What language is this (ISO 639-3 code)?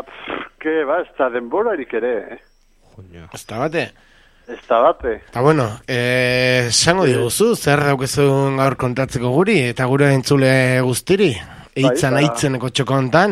eus